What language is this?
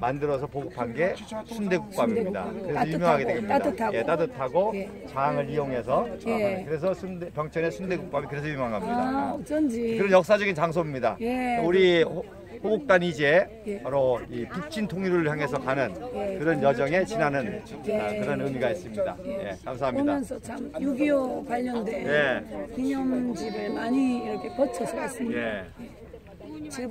Korean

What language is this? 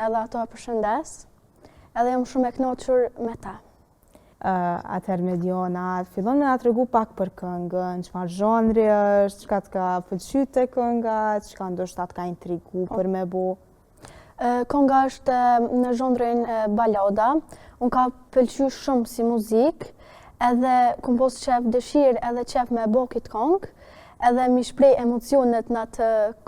Albanian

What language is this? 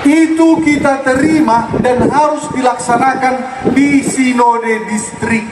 Batak Toba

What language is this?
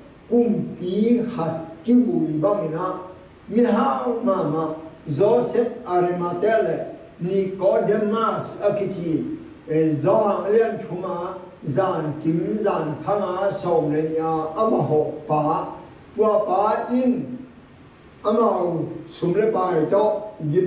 Tedim Chin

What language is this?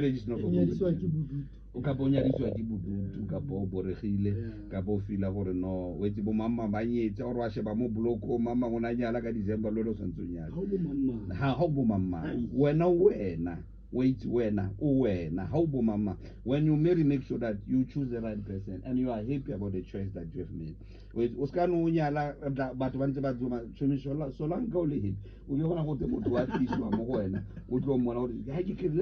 Tswana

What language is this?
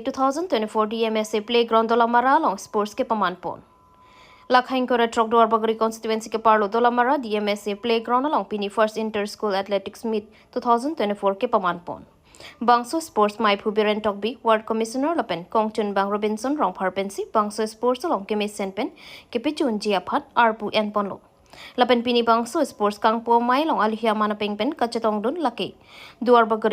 Karbi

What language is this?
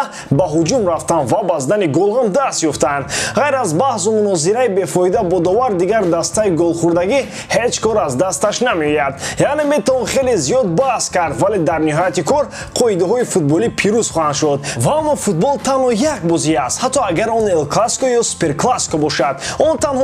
Tajik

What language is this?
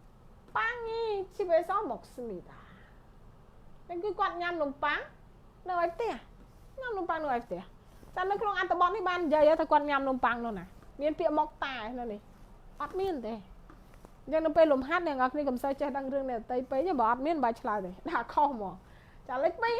Khmer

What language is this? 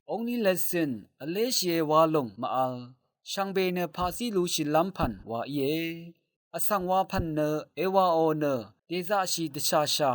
Rawang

